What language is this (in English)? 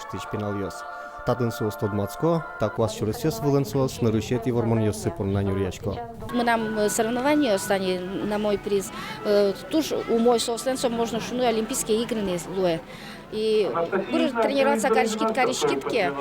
Udmurt